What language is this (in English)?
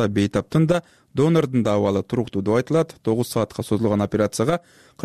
Kyrgyz